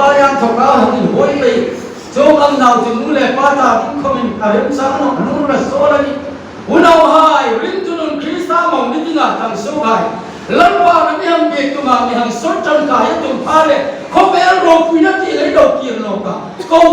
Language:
Hmar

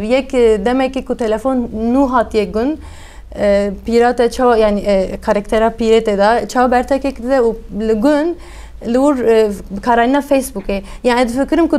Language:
Kurdish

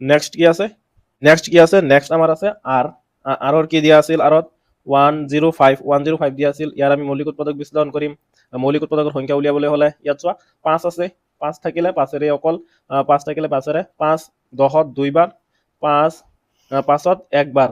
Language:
Assamese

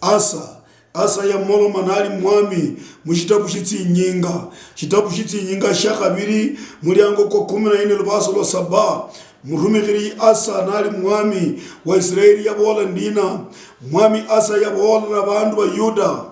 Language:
Luyia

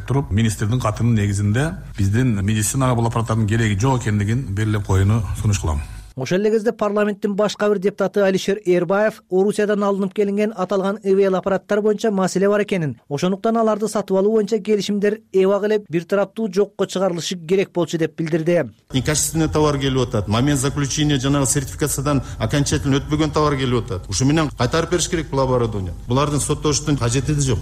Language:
Kyrgyz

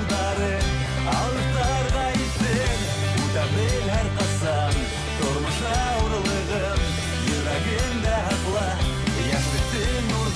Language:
Bashkir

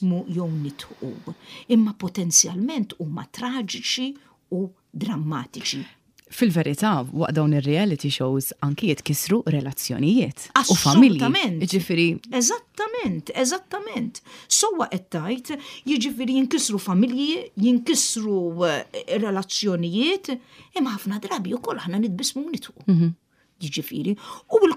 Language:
Maltese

